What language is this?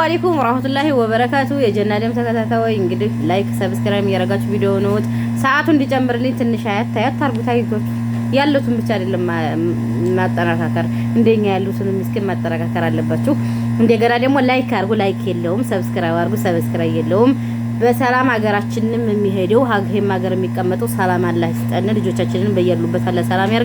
Amharic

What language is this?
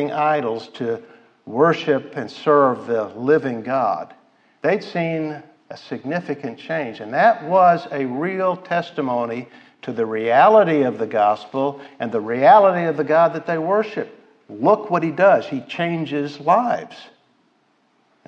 English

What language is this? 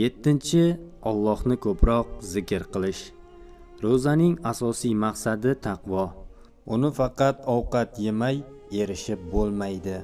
Uzbek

